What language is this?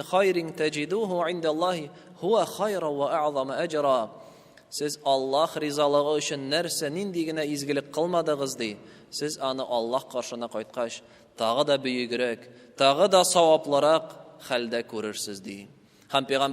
Tatar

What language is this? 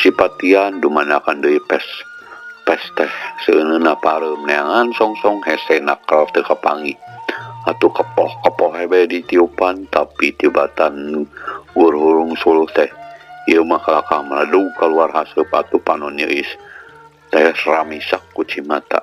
Sundanese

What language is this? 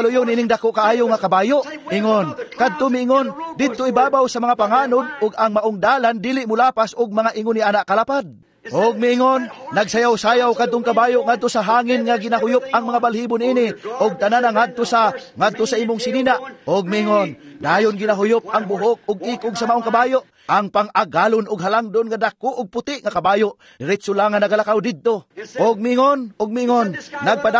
Cebuano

